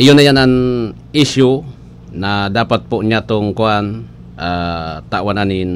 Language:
Bikol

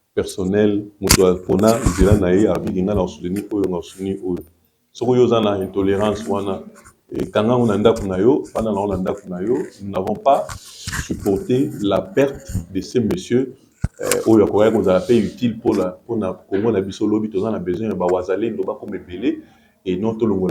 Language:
Lingala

